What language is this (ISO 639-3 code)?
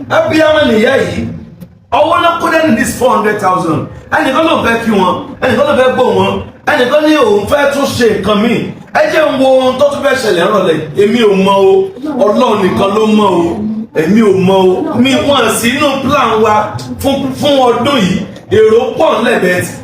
yor